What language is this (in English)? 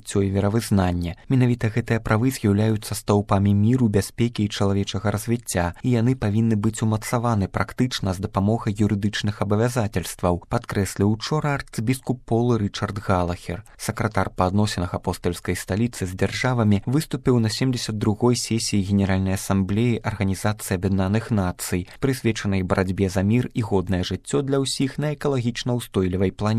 Belarusian